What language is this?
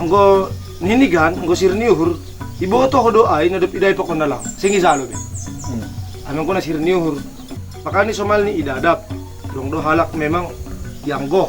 Batak Simalungun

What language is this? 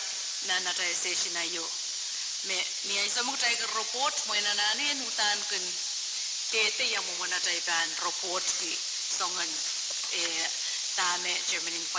Pohnpeian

